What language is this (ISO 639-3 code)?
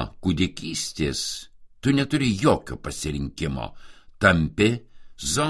lit